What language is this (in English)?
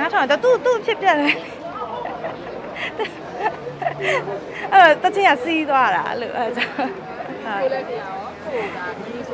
Burmese